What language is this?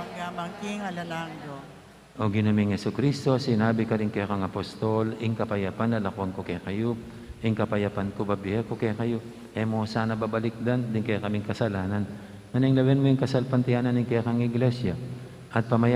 Pampanga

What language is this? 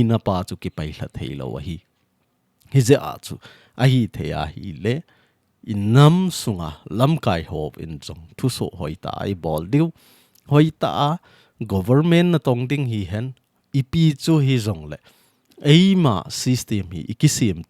Thado Chin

